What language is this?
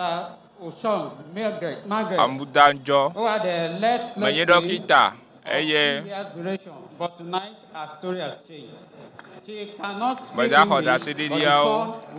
Ewe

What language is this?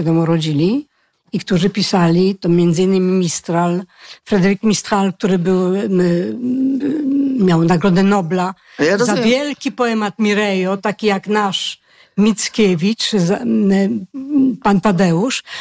Polish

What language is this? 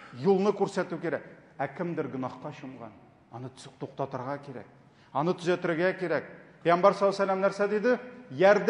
Tatar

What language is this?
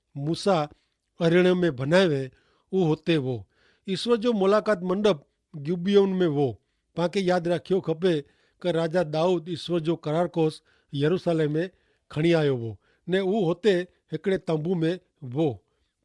Kachhi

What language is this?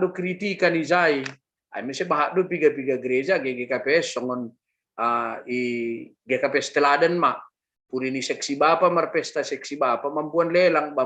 Batak Simalungun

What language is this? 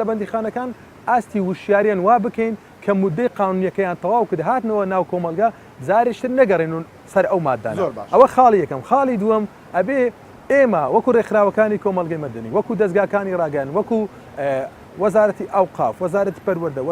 Central Kurdish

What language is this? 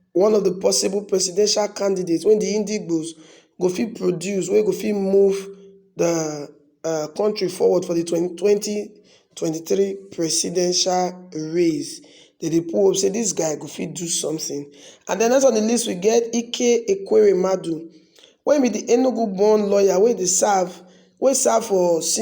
Nigerian Pidgin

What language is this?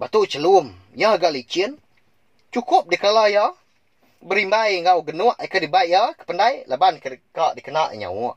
Iban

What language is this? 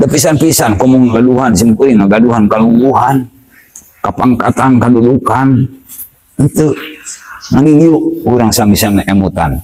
Sundanese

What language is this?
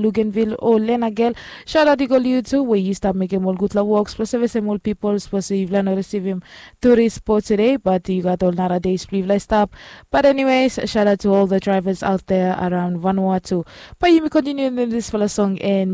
Bislama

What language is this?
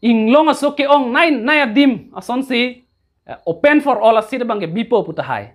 Karbi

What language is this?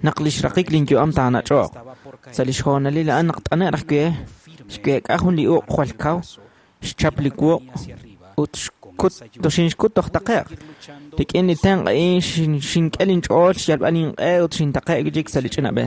Kekchí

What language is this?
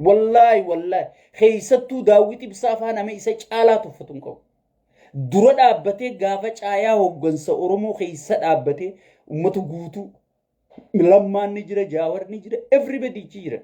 Oromo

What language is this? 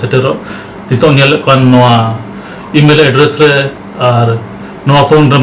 Santali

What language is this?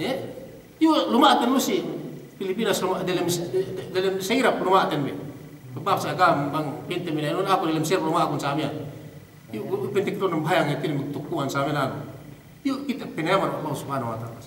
Yakan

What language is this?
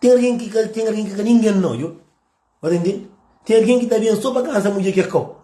Kabuverdianu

